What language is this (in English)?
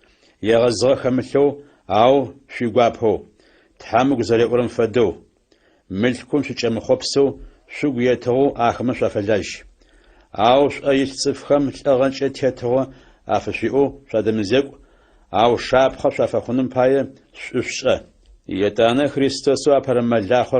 Adyghe